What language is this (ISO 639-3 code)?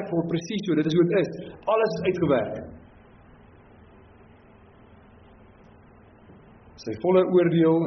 afr